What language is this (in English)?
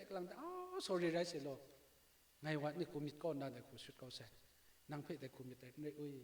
Kachin